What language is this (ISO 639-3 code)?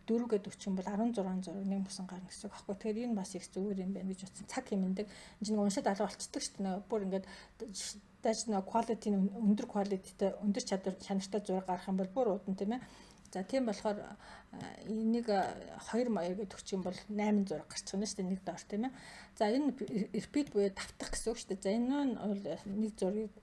mon